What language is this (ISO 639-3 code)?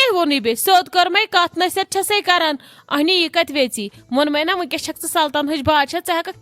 kas